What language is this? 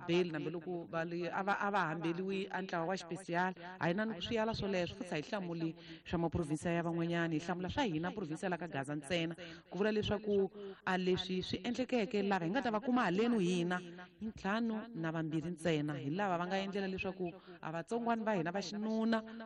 Tsonga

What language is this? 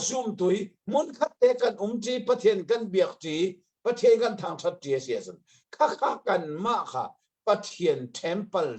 Hakha Chin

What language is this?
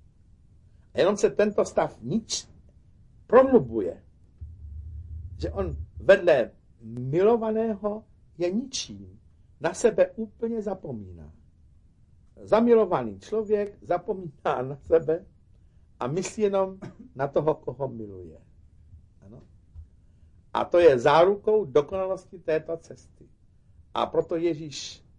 Czech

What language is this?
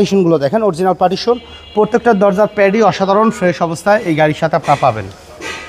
Bangla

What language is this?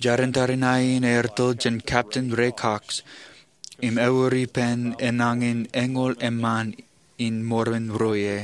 Marshallese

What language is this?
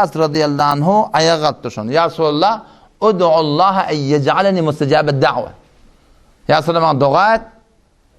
Turkmen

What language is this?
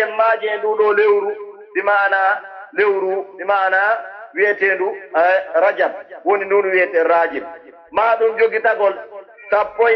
Pular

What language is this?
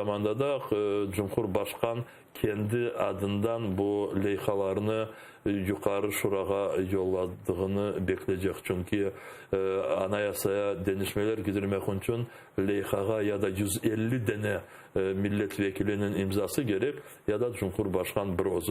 Crimean Tatar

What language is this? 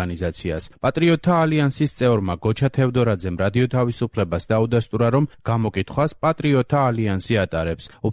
Georgian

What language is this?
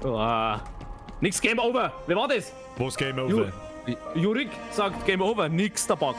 Bavarian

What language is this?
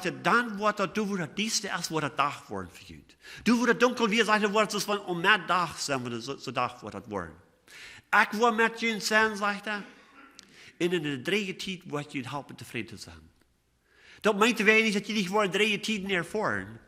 Plautdietsch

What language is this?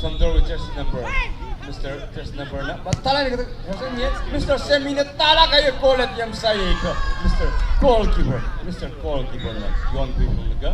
Tangkhul Naga (India)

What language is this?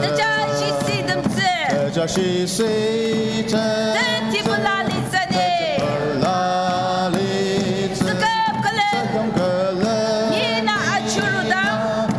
Ao Naga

